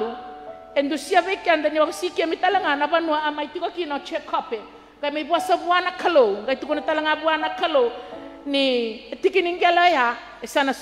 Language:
Fijian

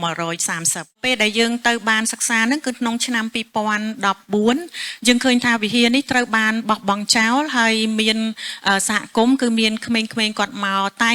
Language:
Khmer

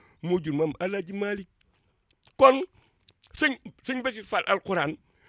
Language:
Wolof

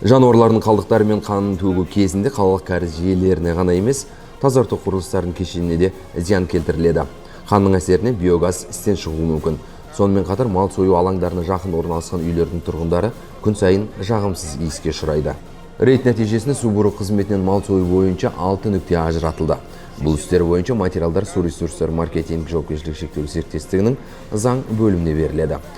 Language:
Kazakh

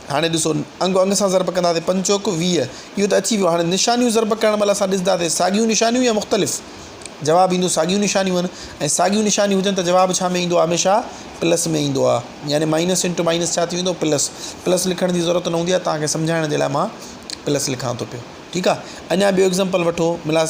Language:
Sindhi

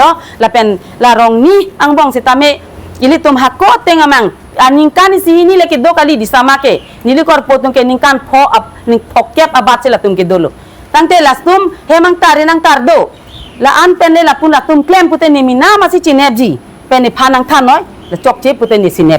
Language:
Karbi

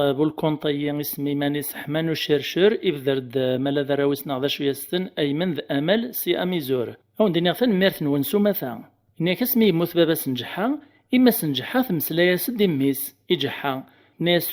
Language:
Kabyle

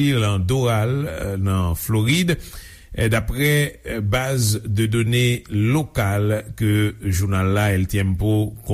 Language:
Haitian Creole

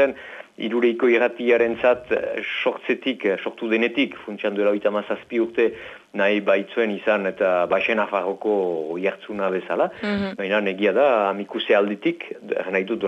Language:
Basque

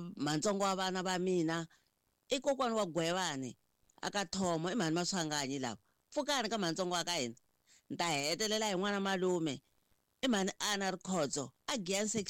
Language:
Tsonga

